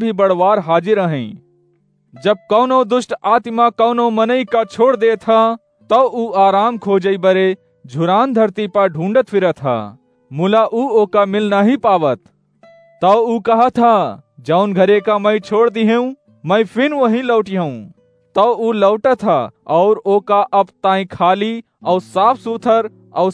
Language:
Awadhi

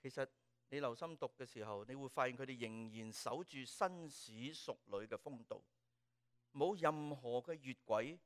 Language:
Cantonese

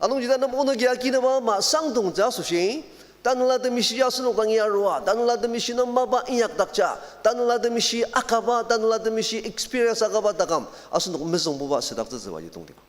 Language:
Ao Naga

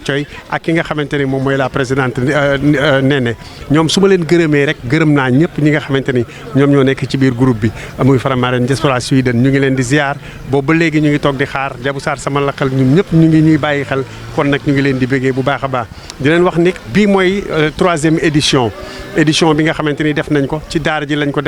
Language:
Wolof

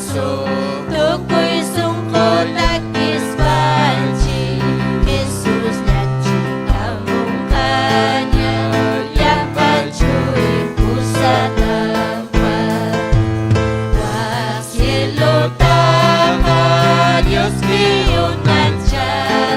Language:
Ayacucho Quechua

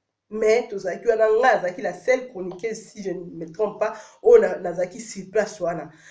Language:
Lingala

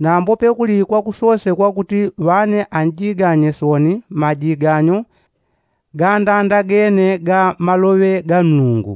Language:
Yao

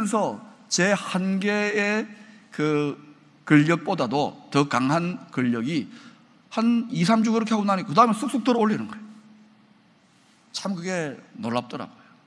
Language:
Korean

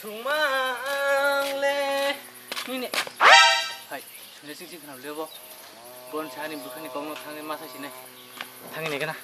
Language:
Kok Borok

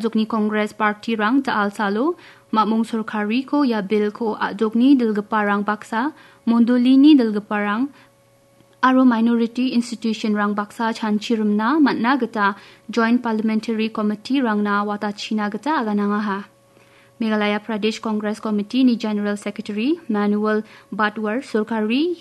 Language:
Garo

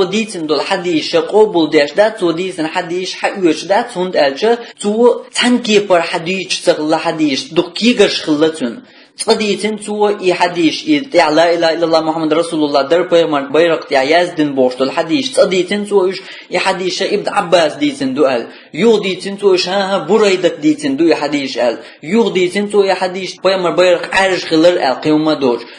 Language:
Chechen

